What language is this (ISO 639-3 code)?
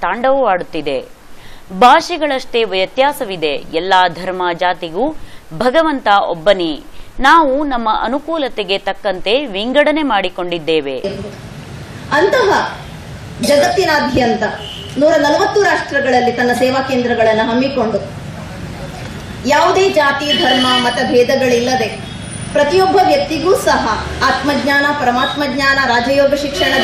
kan